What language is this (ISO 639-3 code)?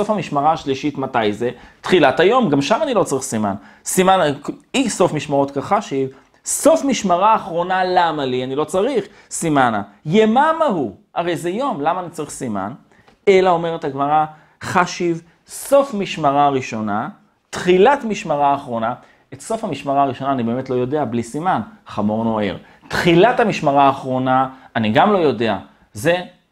heb